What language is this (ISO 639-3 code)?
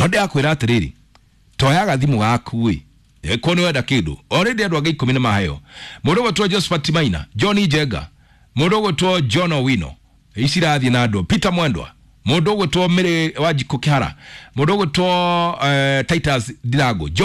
kik